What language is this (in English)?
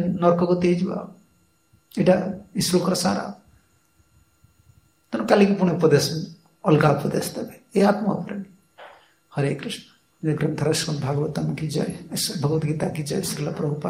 Odia